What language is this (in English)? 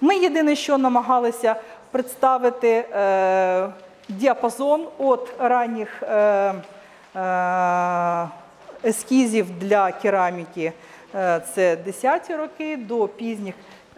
Ukrainian